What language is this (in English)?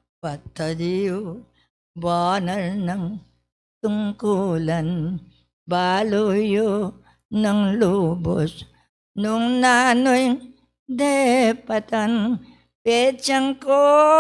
Pampanga